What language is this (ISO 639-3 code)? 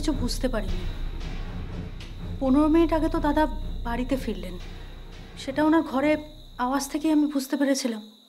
ben